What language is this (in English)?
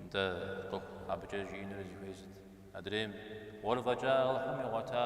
Kabardian